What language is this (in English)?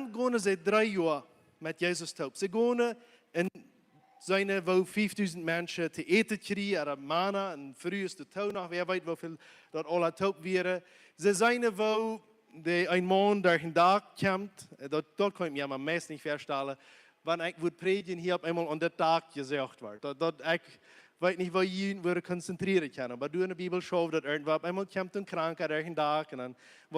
Plautdietsch